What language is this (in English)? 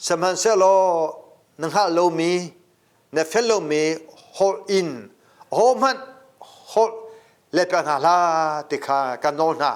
Hakha Chin